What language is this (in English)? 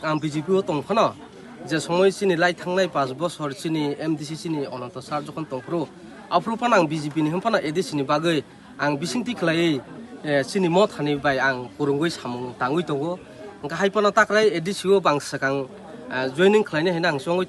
Kok Borok